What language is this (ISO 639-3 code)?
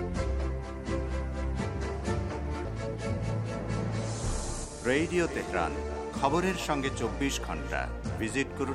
ben